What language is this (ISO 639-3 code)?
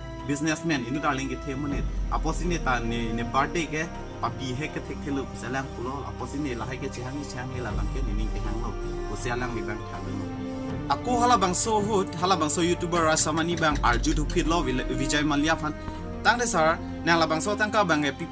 mjw